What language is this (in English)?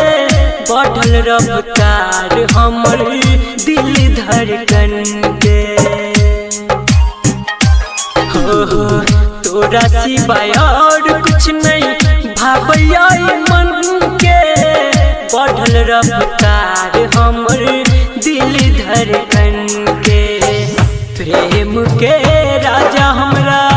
Bhojpuri